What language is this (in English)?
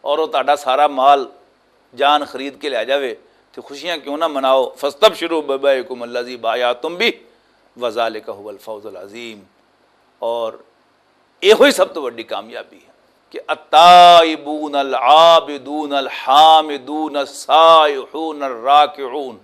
Western Panjabi